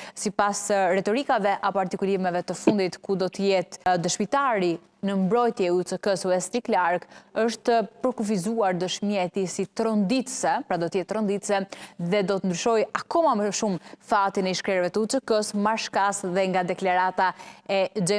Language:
Albanian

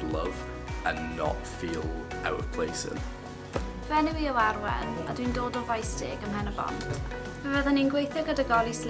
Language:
Welsh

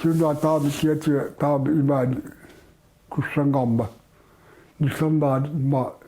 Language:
Kalaallisut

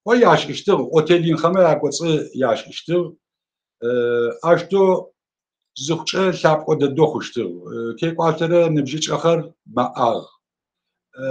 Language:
Adyghe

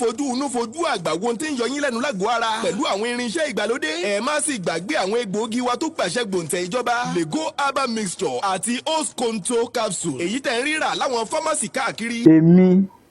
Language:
Yoruba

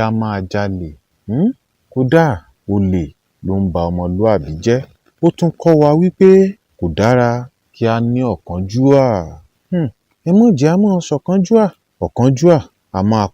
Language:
Yoruba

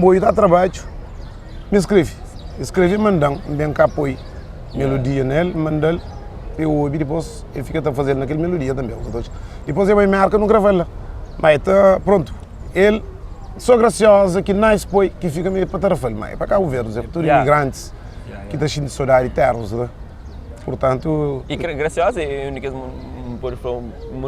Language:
Kabuverdianu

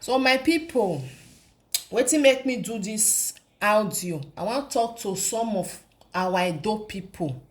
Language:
Nigerian Pidgin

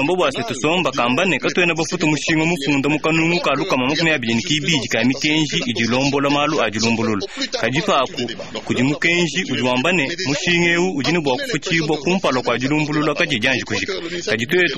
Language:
Luba-Lulua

